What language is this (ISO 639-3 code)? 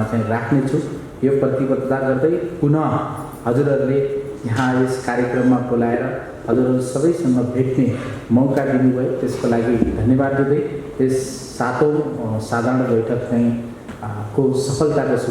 nep